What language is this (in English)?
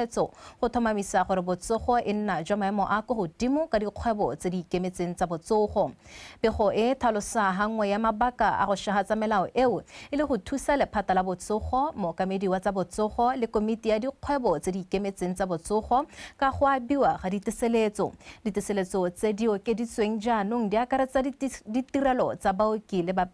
Tswana